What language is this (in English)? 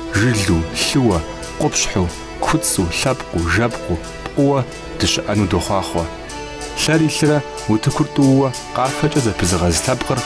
Kabardian